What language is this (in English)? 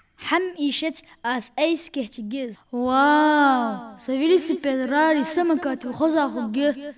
Ingush